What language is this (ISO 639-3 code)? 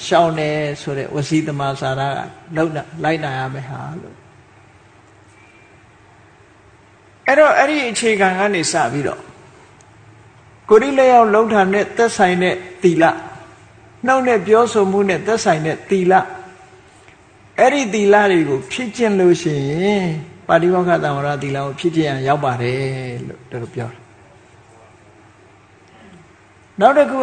mya